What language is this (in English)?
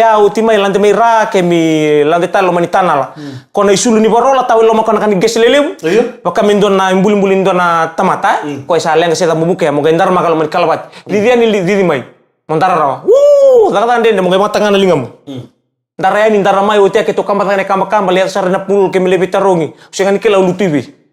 Fijian